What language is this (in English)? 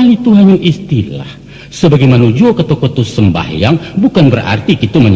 Minangkabau